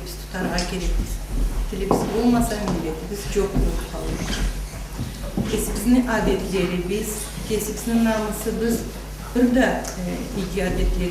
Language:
Karachay-Balkar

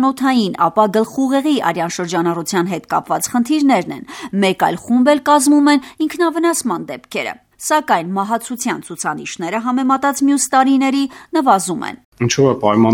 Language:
Armenian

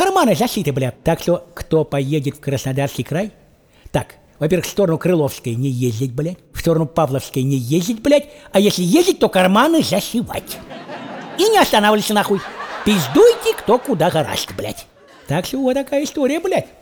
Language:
Russian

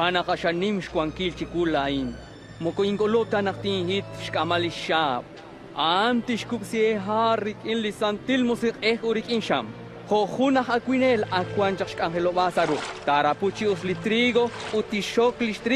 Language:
Kekchí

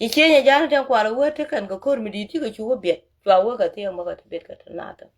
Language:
Nuer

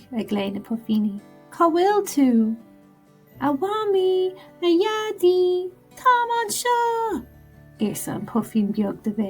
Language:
Irish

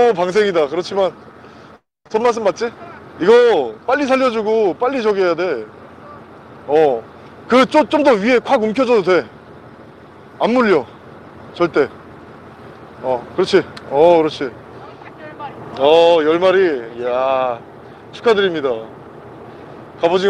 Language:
Korean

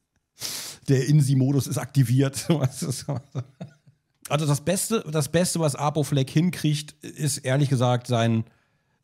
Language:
German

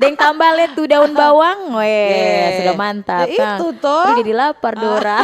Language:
Manado Malay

